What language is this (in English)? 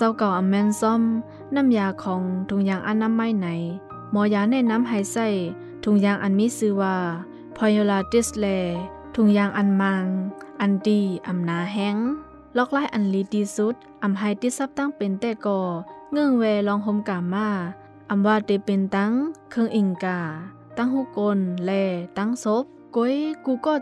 Shan